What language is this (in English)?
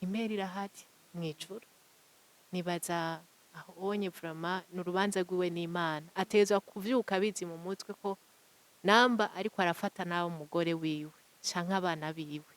Rundi